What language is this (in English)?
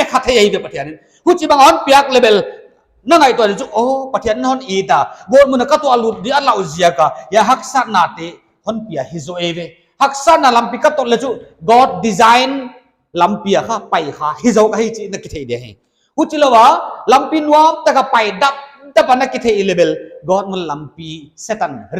Paite Chin